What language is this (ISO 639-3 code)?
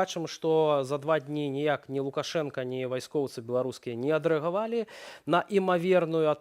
bel